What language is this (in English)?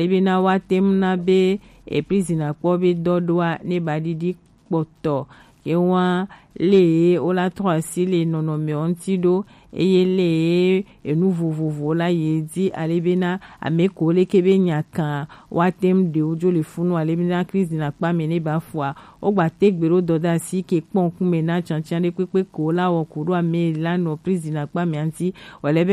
Gen